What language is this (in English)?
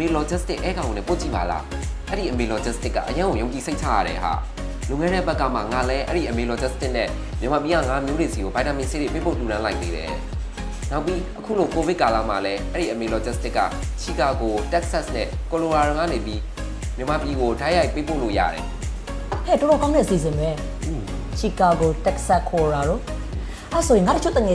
Burmese